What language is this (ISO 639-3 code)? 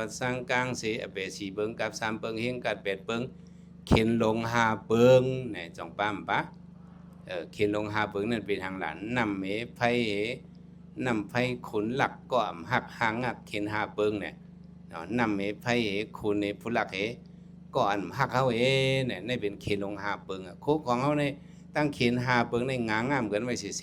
shn